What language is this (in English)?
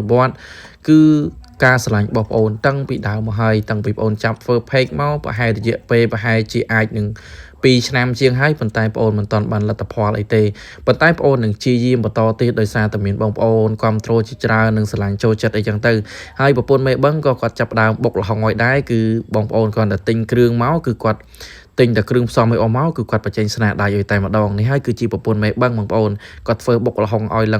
Khmer